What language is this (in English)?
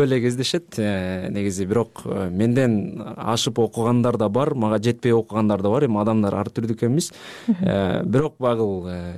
Kyrgyz